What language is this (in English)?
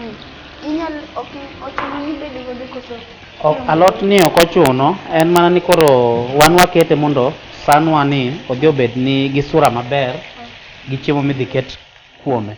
Luo (Kenya and Tanzania)